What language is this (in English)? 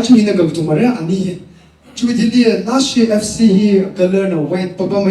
Tangkhul Naga (India)